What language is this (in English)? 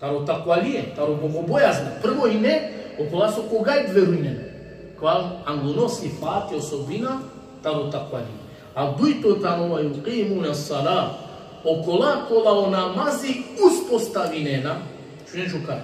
Balkan Romani